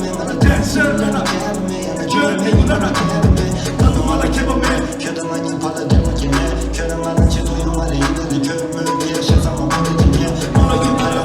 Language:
Tibetan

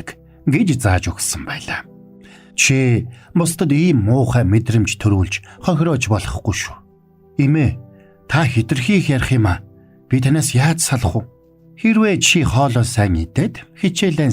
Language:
Mongolian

